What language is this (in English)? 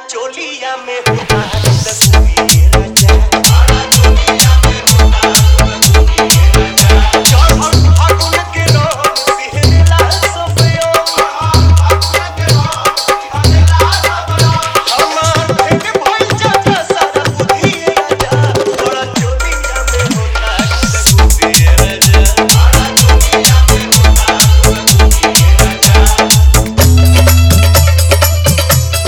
Bhojpuri